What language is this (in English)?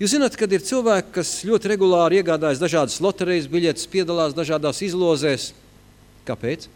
Latvian